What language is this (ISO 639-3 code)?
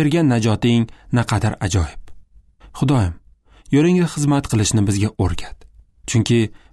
uzb